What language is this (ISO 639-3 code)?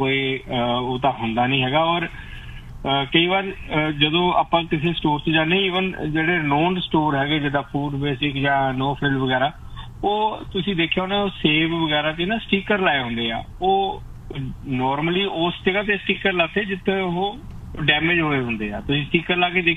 pan